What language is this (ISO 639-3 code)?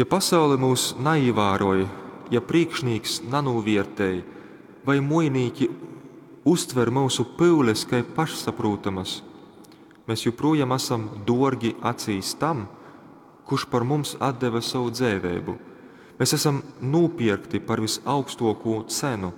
ltg